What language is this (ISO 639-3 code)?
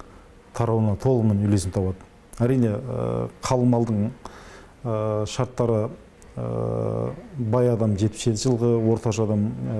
kaz